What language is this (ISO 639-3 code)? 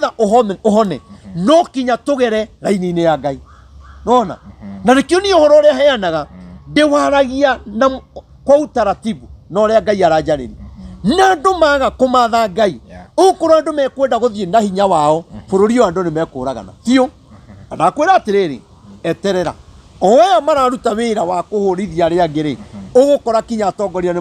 kik